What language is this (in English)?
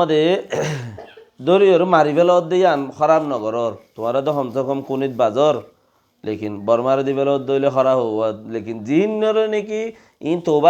Rohingya